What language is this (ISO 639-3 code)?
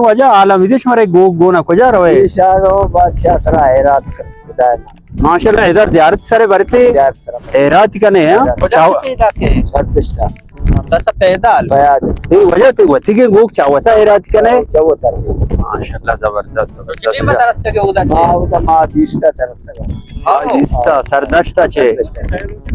bal